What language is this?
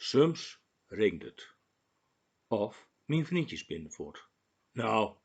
Gronings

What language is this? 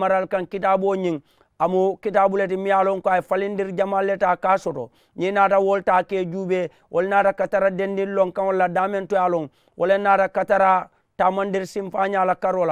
Mandingo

